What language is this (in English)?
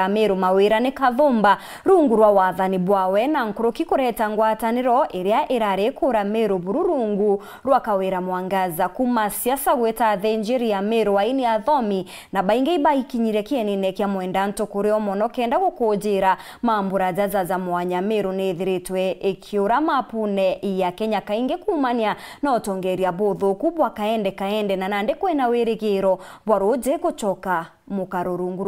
Meru